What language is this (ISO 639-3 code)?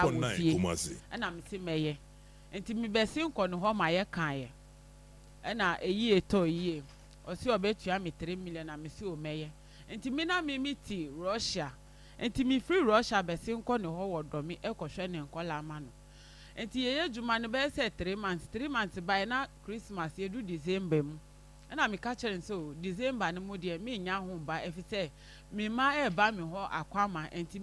aka